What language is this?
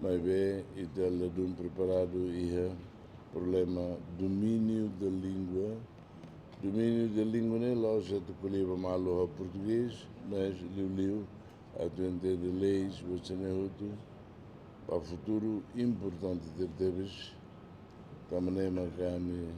Tetum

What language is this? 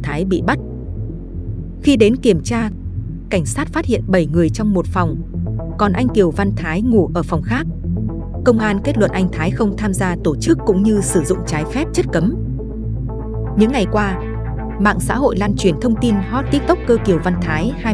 Vietnamese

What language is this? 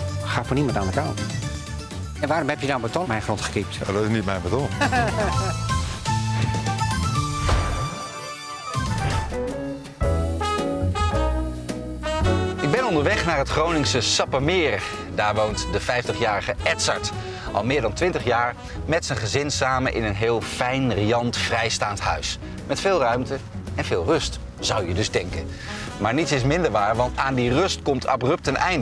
Dutch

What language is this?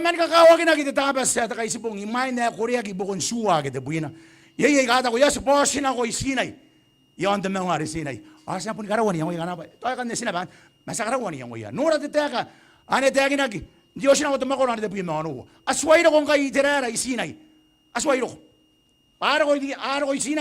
Gilbertese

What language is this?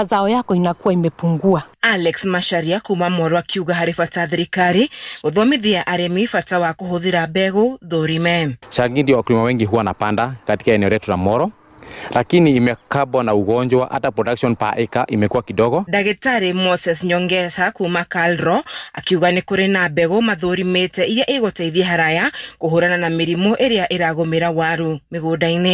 Kikuyu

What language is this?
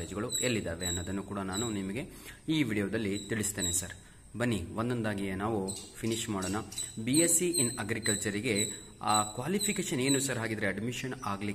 Kannada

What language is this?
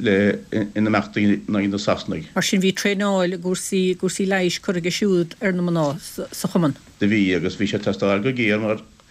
Irish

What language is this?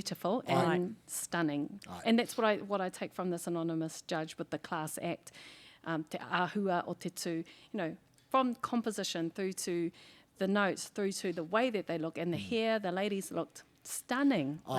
Māori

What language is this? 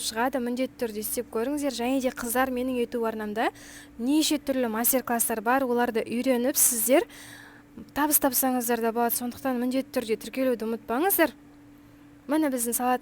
Kazakh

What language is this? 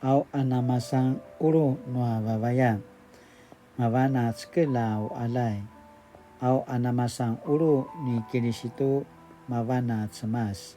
Paiwan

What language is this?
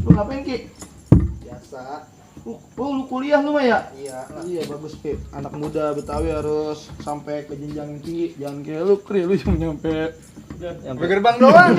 Betawi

